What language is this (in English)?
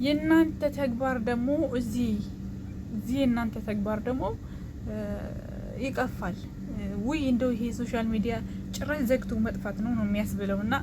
Amharic